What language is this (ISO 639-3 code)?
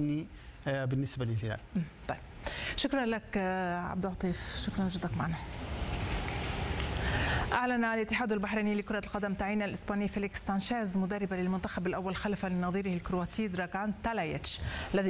ara